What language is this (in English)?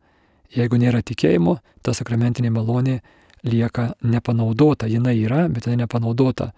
Lithuanian